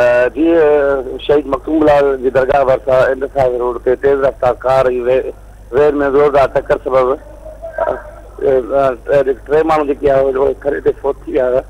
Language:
Sindhi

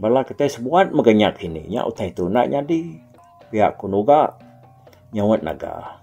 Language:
Iban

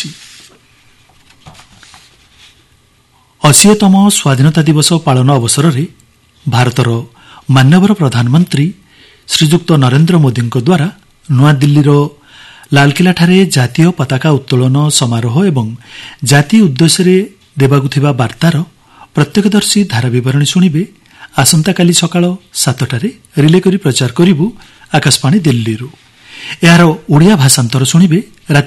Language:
Odia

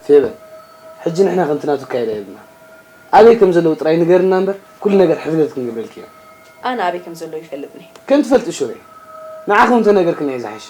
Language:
Tigrinya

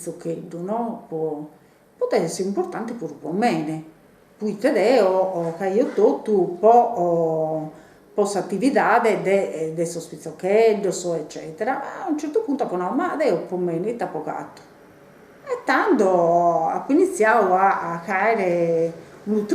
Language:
Sardinian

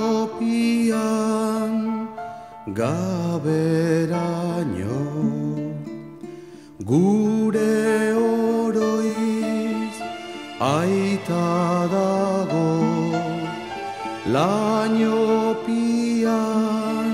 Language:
Basque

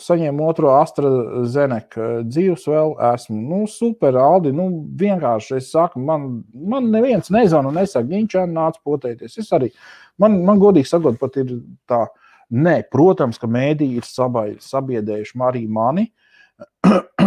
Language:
Latvian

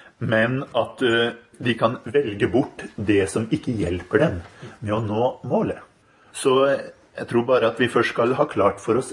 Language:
Norwegian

